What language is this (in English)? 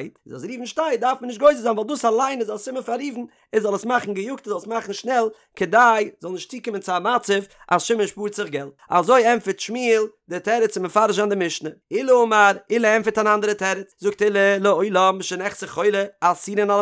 Yiddish